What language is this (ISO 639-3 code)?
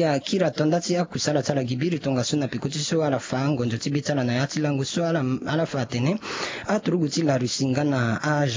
sag